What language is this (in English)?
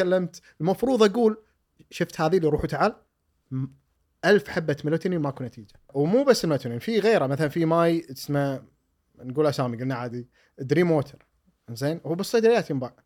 Gulf Arabic